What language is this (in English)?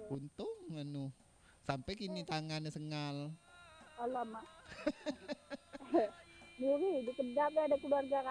Minangkabau